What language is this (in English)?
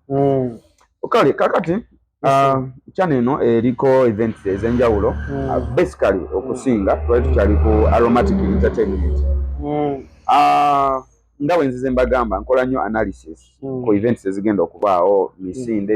Ganda